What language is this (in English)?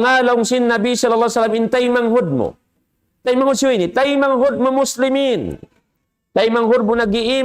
Tausug